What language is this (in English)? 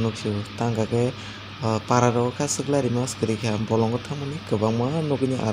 Kok Borok